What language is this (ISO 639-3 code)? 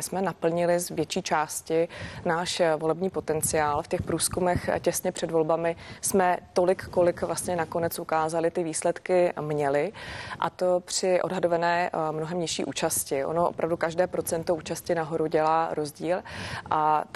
ces